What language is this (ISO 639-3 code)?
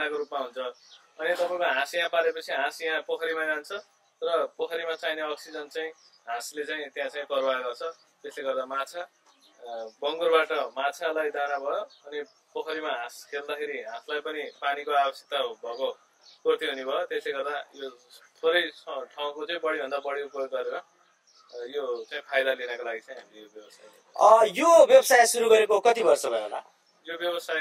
nep